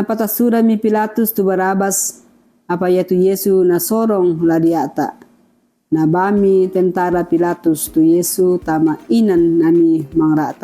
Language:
Toraja-Sa'dan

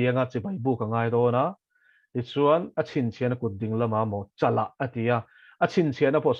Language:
Mizo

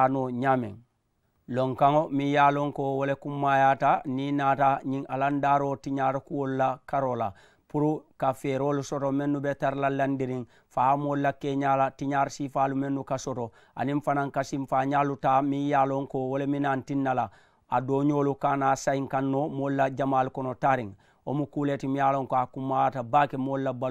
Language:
Mandingo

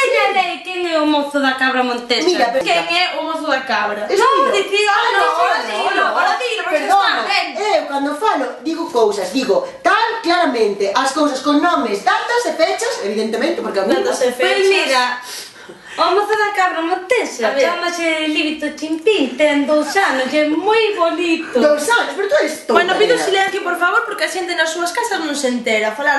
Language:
Galician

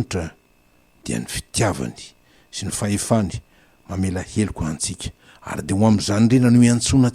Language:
Malagasy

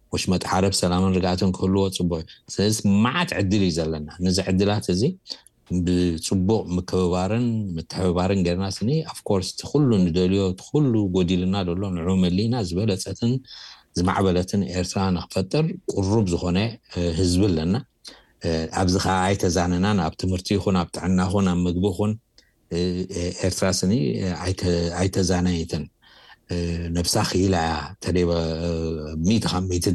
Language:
Tigrinya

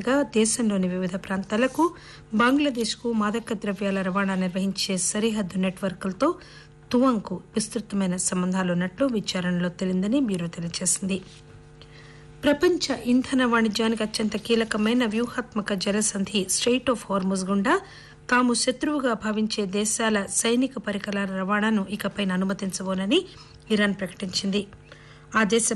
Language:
Telugu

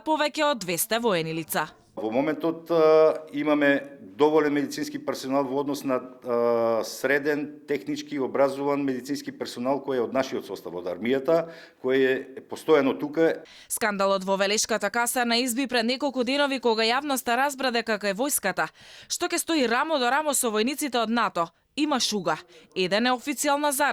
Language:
Macedonian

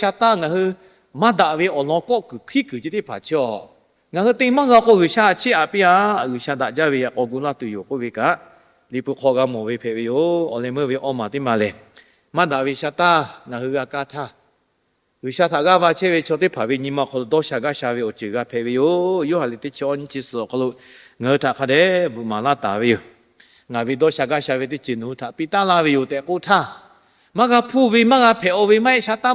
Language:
Lahu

